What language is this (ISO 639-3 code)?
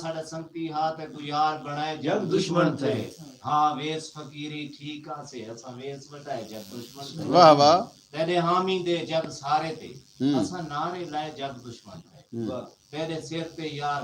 skr